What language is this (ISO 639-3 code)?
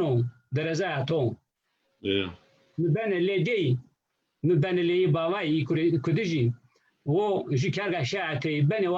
zza